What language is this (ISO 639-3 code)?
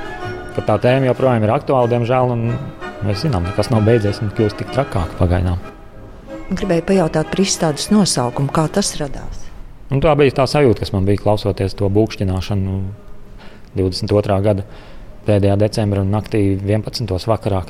lav